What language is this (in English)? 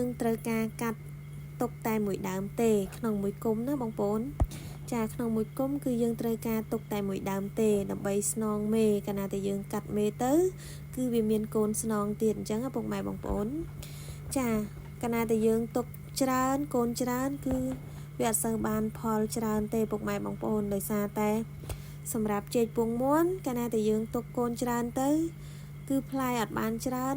Khmer